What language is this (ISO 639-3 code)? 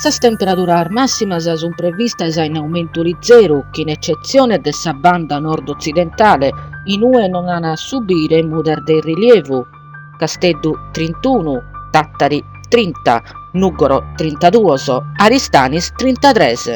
srd